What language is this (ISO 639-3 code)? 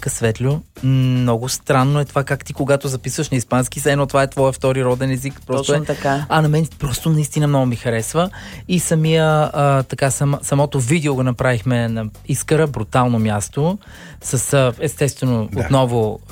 bul